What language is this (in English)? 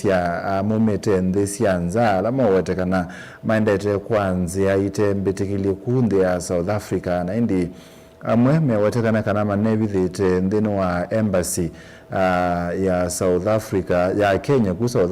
Kamba